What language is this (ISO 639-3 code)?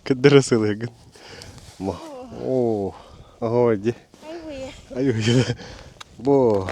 sah